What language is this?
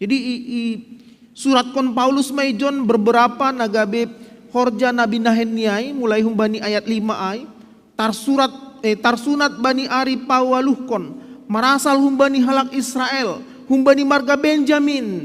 Batak Simalungun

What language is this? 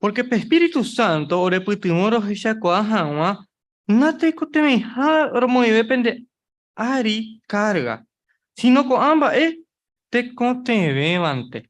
Guarani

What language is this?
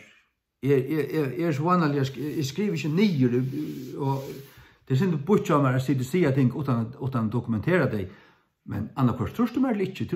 Faroese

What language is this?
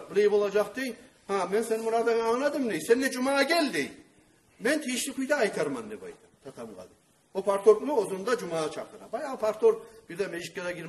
Kumyk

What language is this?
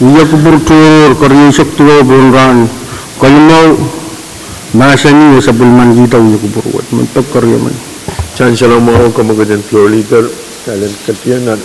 Pohnpeian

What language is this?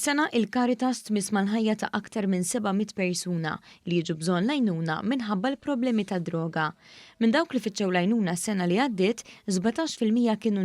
Maltese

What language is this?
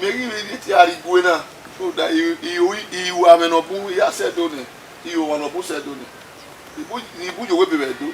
Bini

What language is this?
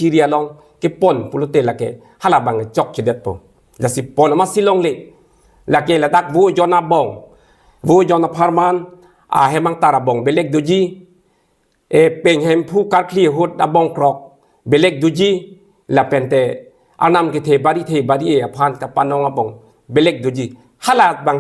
Karbi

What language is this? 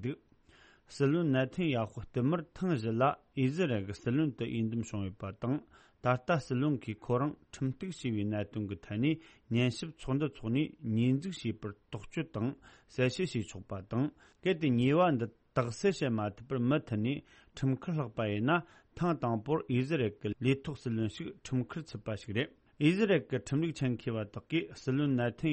Tibetan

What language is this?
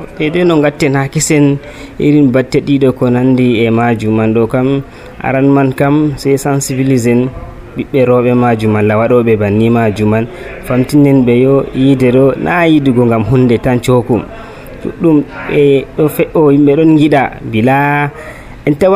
Nigerian Fulfulde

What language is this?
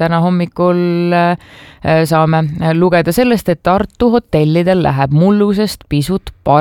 Estonian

